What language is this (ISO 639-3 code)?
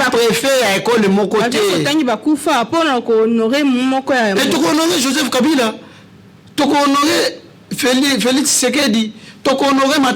lin